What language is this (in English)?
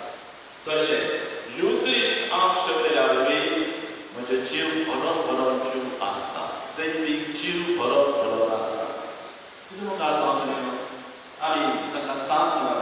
Konkani